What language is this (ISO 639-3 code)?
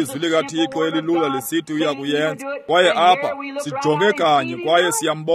xho